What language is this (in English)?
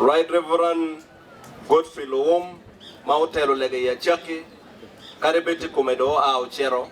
Acoli